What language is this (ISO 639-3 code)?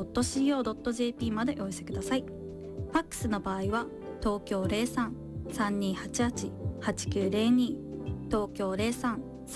jpn